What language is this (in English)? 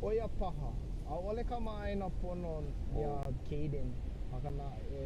Hawaiian